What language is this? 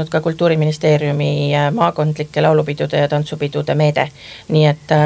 Estonian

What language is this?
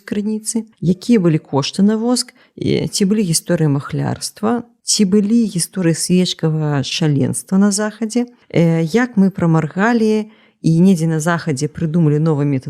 Belarusian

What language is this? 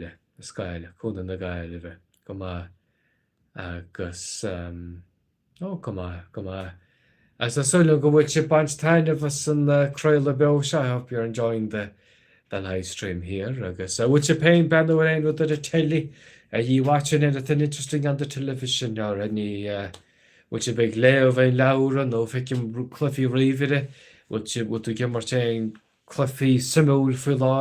Irish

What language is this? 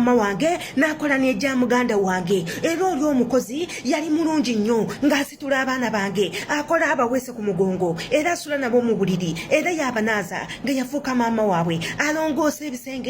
Ganda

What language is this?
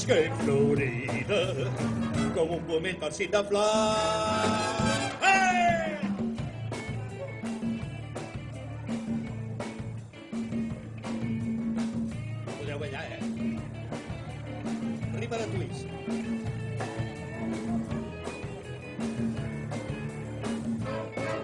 Catalan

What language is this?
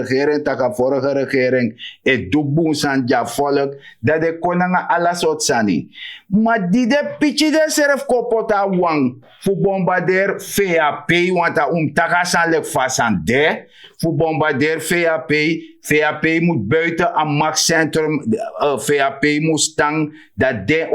Sranan Tongo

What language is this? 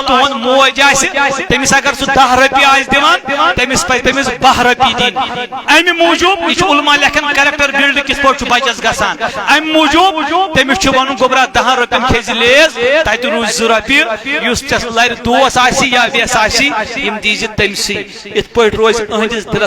Kashmiri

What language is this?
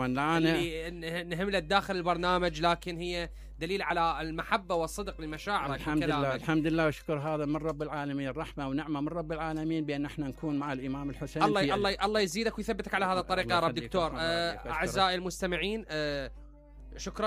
Mesopotamian Arabic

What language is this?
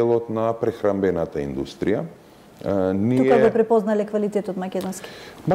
Macedonian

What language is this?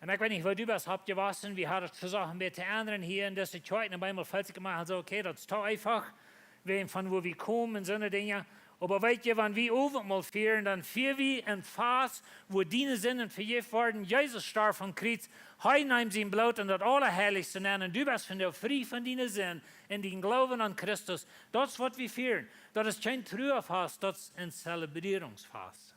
Plautdietsch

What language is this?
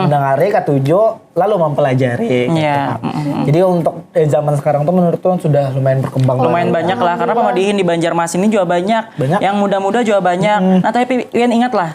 Banjar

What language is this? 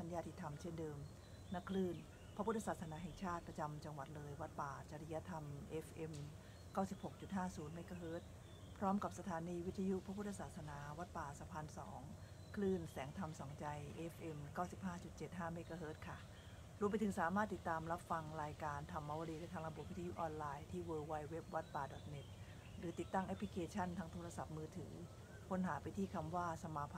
Thai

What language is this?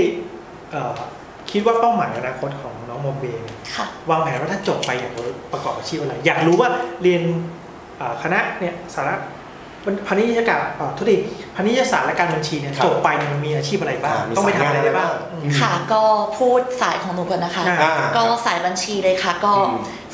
Thai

